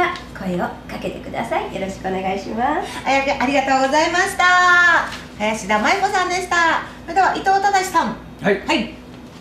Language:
Japanese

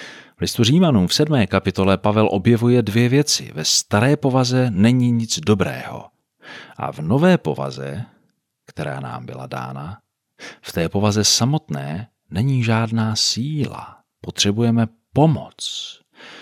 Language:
Czech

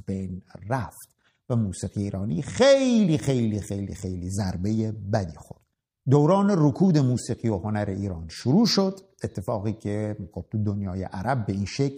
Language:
Persian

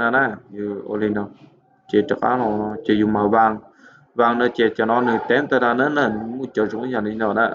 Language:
Hmong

